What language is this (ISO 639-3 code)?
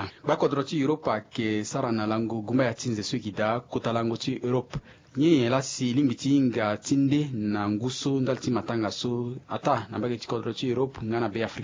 sag